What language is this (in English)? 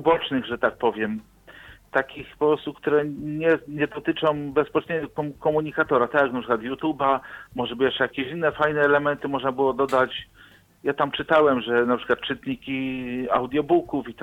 Polish